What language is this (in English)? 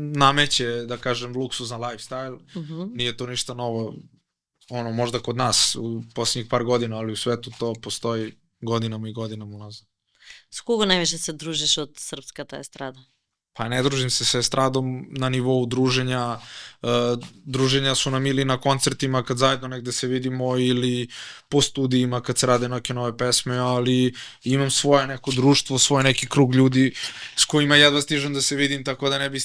Macedonian